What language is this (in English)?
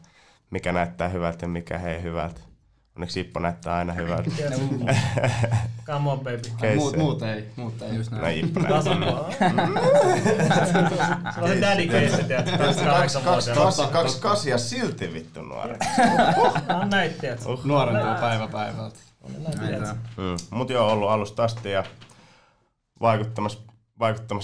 Finnish